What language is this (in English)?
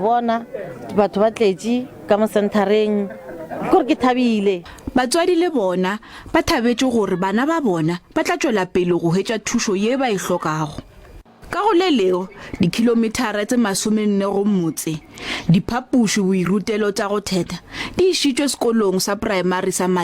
Northern Sotho